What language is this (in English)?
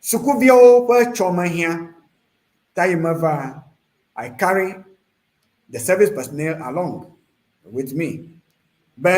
Ewe